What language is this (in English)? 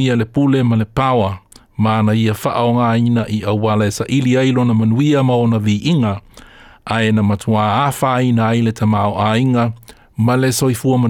Samoan